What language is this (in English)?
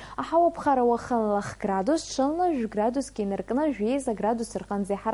Abkhazian